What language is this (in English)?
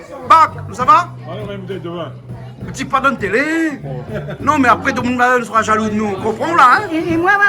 Réunion Creole French